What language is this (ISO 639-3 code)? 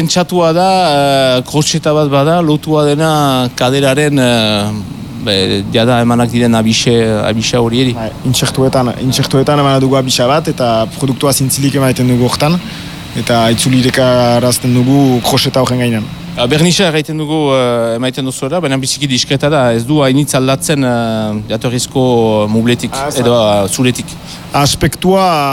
eus